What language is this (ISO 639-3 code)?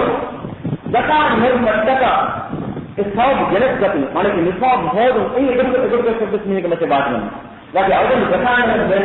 div